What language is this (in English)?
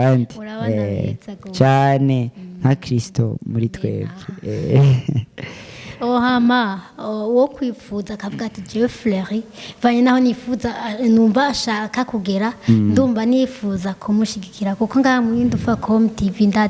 Rundi